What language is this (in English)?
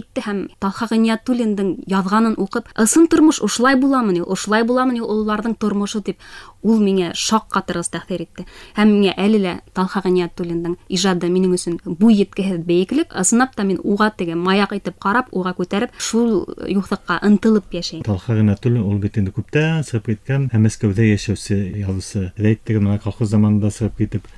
Bashkir